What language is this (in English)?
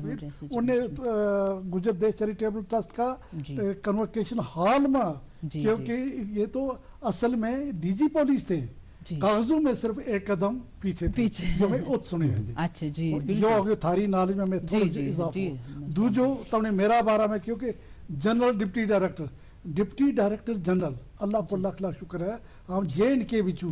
Gujari